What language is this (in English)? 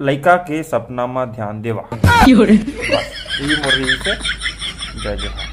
Chhattisgarhi